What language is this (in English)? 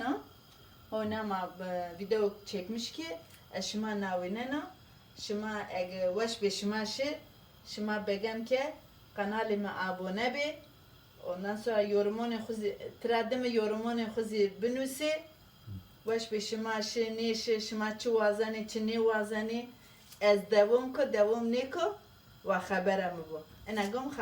Zaza